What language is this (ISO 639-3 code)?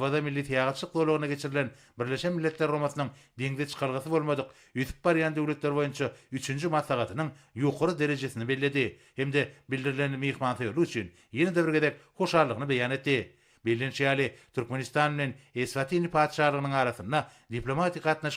tuk